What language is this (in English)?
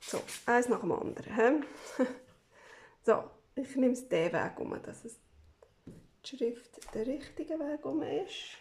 Swiss German